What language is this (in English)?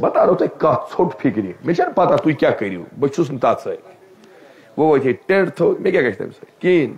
Kashmiri